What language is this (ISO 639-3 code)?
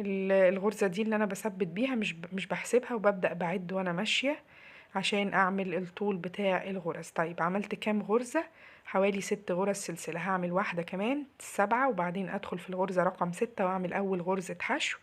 arz